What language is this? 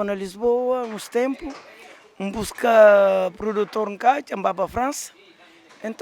Kabuverdianu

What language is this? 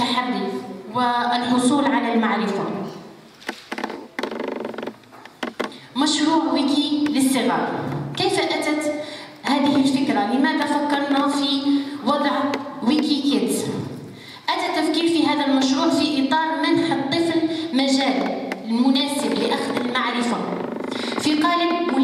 Arabic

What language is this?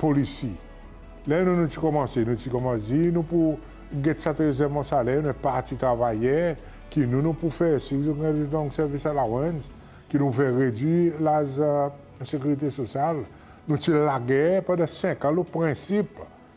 Seselwa Creole French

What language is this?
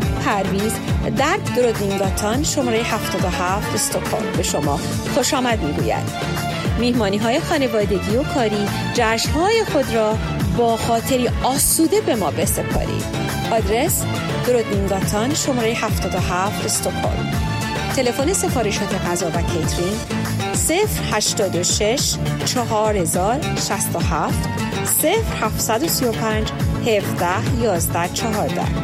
Persian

